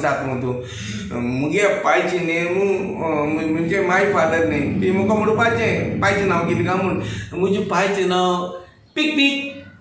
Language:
Konkani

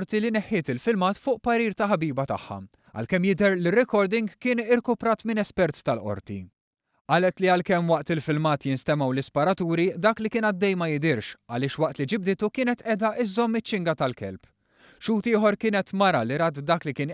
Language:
Maltese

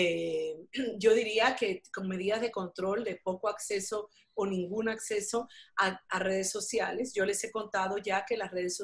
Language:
Spanish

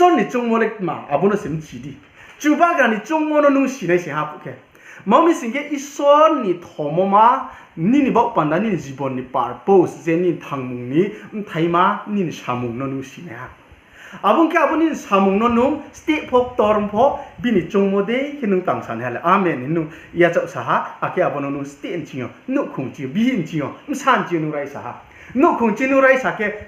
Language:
Riang (India)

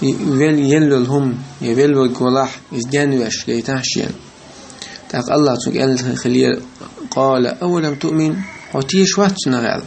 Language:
Chechen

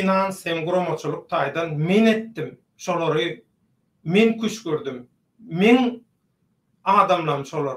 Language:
Turkmen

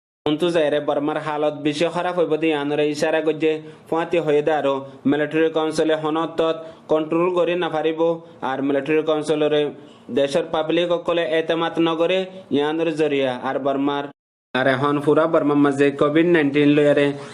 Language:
Rohingya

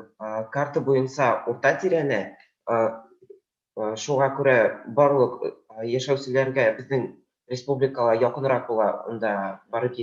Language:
Bashkir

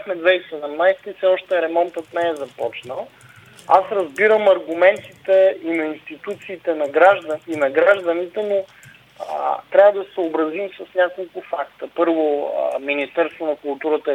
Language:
Bulgarian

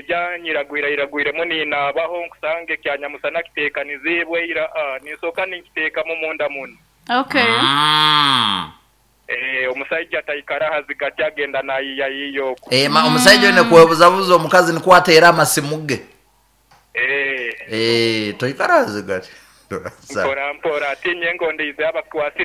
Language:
Nyoro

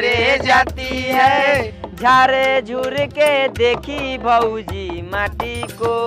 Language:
Bhojpuri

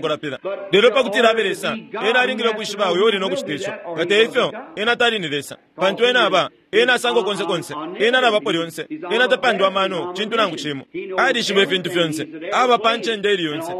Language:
Bemba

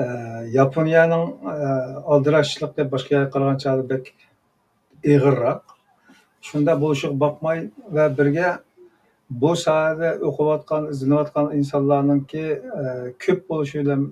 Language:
Uyghur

